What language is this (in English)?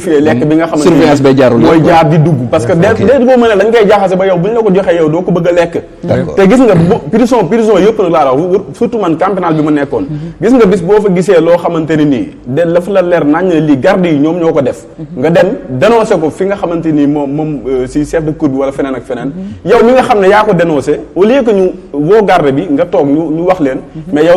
Wolof